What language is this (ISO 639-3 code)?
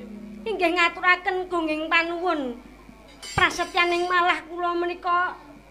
jav